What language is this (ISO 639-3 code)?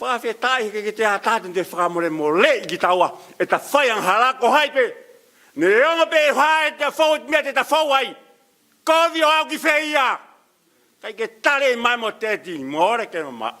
ton